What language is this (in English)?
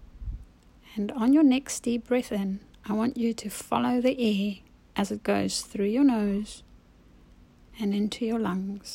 English